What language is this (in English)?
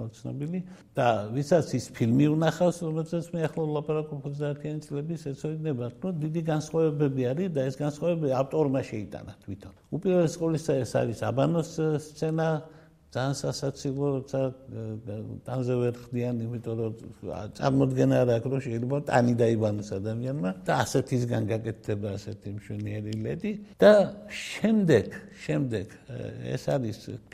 Georgian